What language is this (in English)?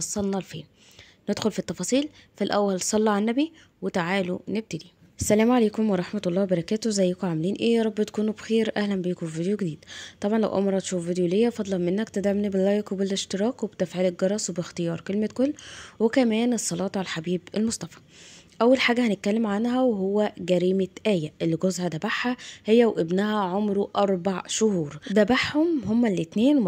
Egyptian Arabic